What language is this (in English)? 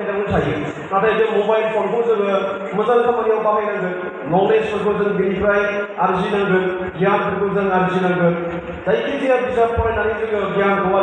Bodo